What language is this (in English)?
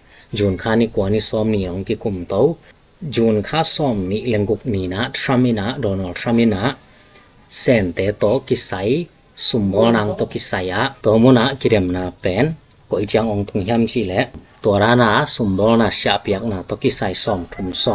Tedim Chin